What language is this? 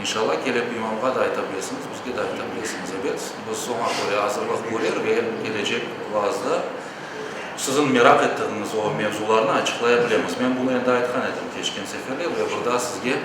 Crimean Tatar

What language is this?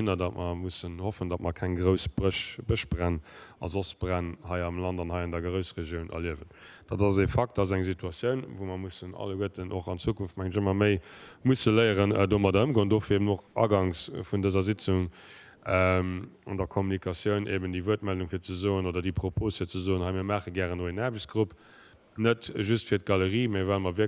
Luxembourgish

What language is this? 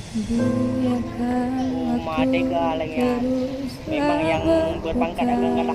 Achinese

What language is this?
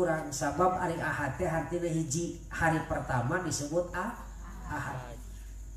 Sundanese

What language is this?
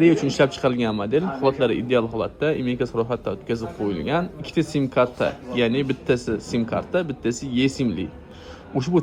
Uzbek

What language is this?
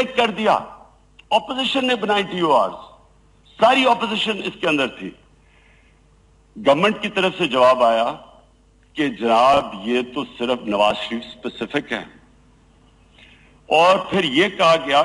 Urdu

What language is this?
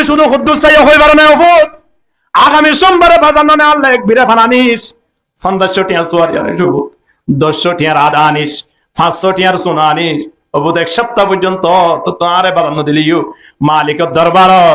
Rohingya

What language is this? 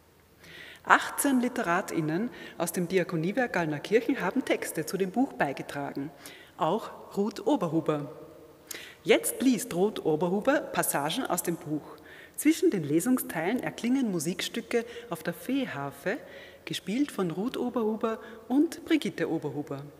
German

